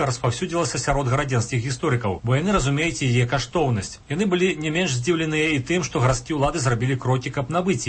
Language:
Belarusian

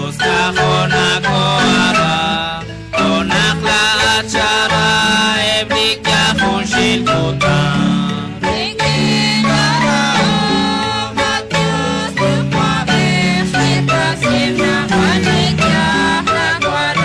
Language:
Kekchí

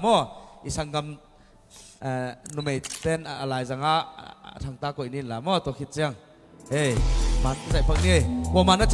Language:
Tedim Chin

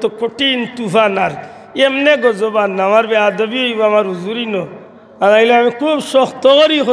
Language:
Sylheti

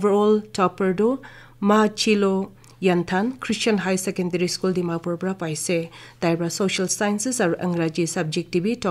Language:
Naga Pidgin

